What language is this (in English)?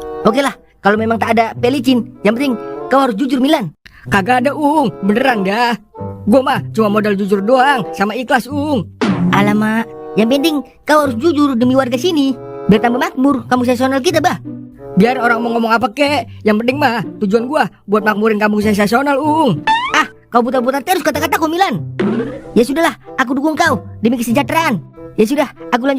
Betawi